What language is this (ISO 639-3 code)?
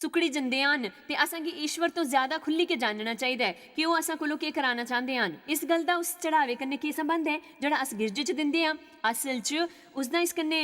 doi